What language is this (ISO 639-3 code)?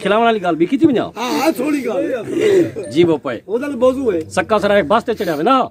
skr